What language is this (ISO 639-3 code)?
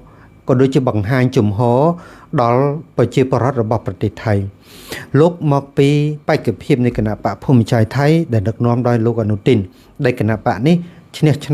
khm